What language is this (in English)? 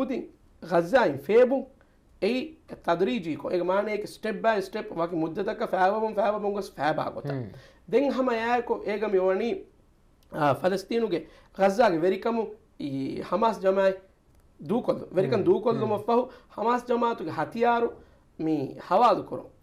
Divehi